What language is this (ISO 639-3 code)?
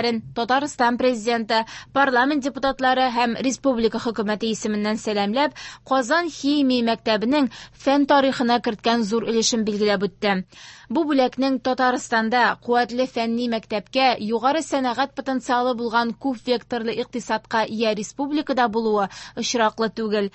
tat